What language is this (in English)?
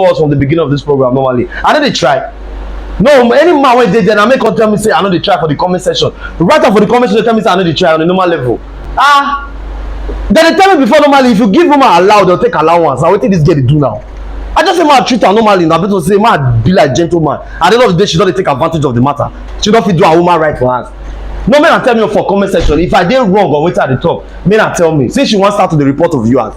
Nigerian Pidgin